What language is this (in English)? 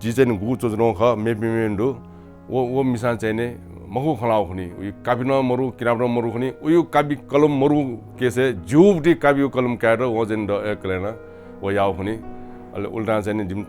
Newari